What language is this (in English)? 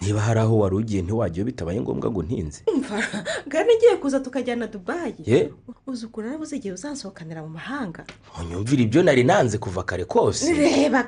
Kinyarwanda